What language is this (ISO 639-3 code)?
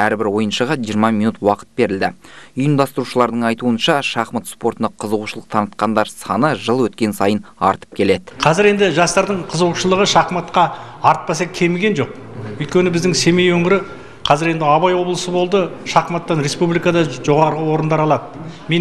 kaz